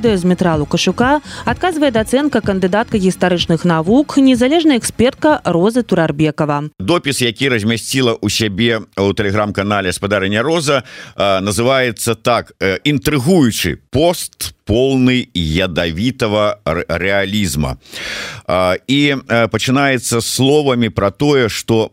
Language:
Belarusian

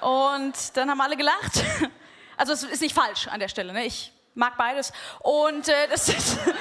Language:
Swiss German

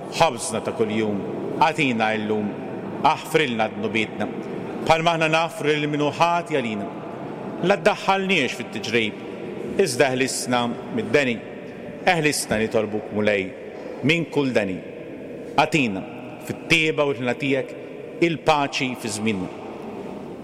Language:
Maltese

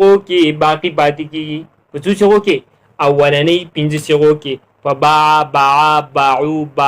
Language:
Pashto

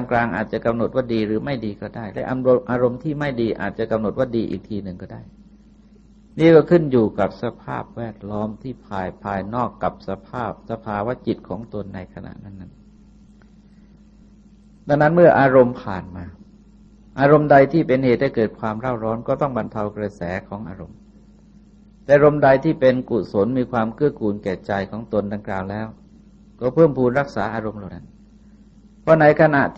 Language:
Thai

